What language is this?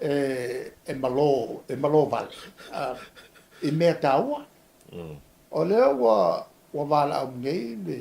Samoan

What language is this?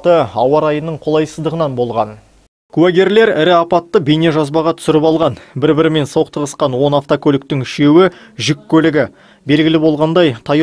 Kazakh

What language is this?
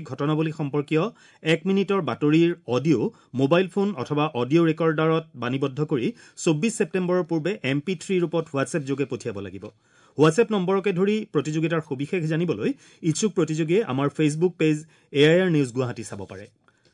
Assamese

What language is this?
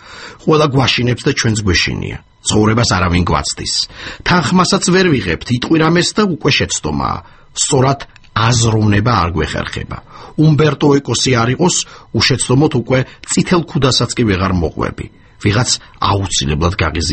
Georgian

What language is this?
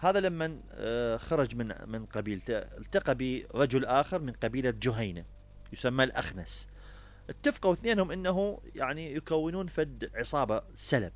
Mesopotamian Arabic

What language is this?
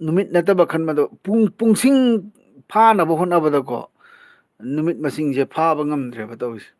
Manipuri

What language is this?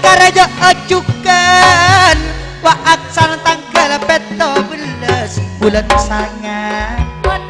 Madurese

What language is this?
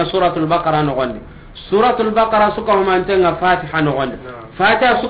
Soninke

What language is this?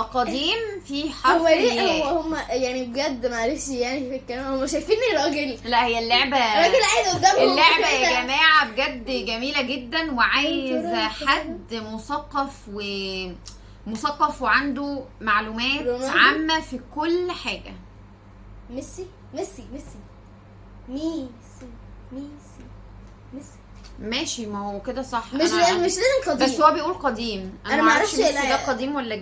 Egyptian Arabic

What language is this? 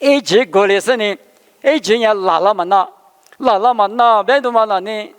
Lisu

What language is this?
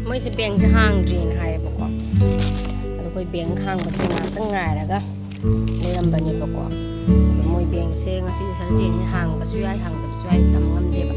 Manipuri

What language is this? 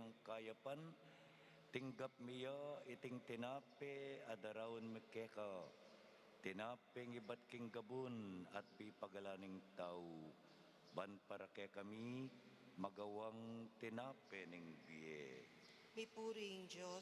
Pampanga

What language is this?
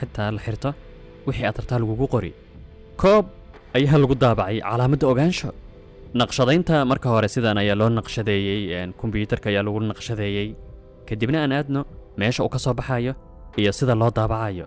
Somali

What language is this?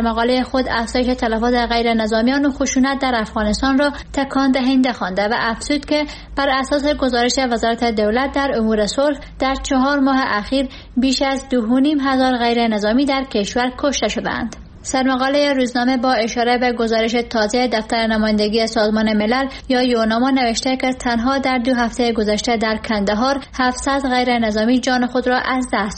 Persian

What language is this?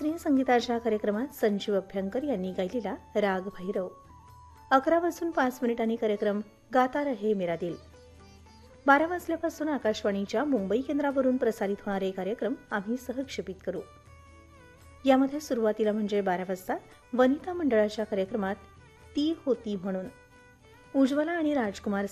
Marathi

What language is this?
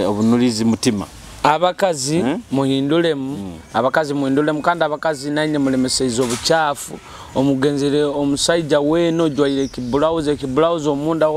Nyoro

